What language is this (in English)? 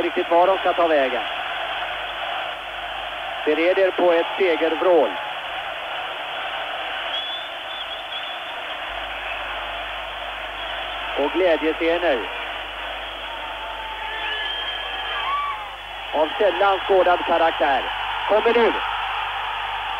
Swedish